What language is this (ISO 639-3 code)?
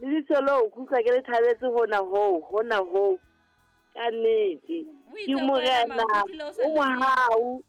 sot